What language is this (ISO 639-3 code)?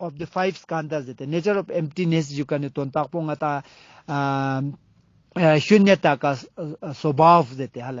lbj